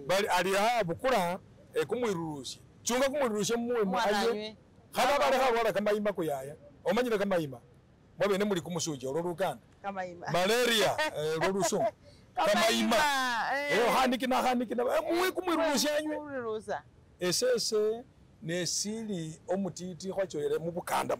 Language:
Masaaba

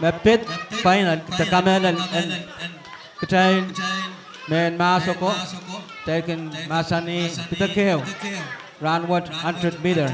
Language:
Pohnpeian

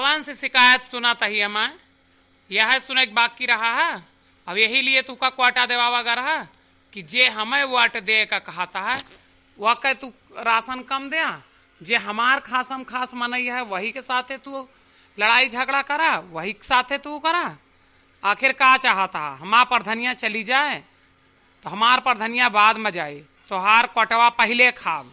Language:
Awadhi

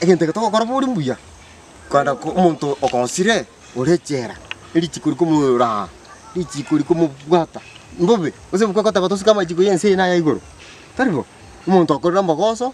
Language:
Gusii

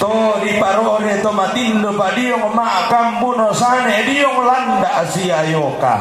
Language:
Toraja-Sa'dan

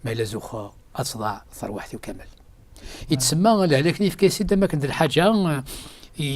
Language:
Kabyle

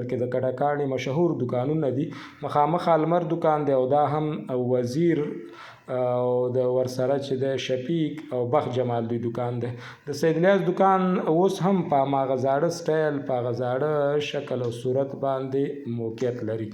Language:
Pashto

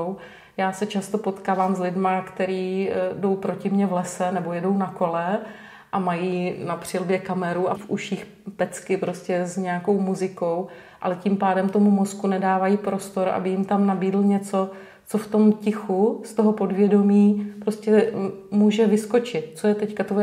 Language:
Czech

